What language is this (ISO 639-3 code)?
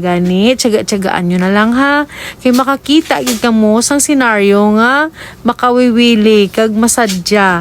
hil